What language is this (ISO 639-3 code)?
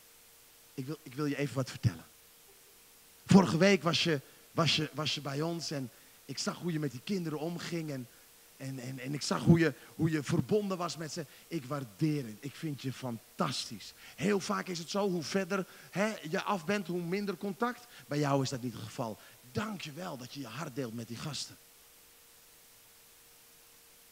nld